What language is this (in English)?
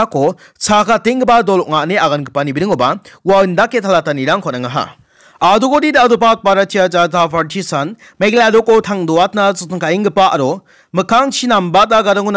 Garo